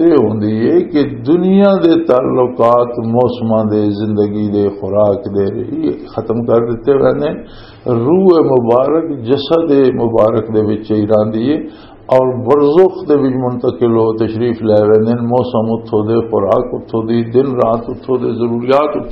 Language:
Western Panjabi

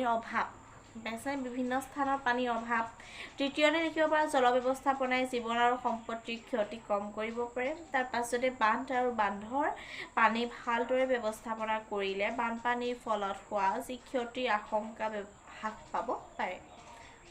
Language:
Assamese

